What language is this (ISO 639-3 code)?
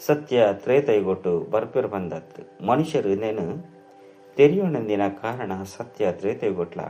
tcy